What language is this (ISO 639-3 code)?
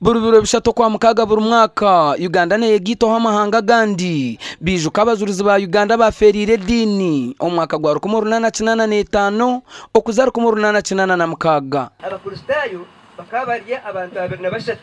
nyn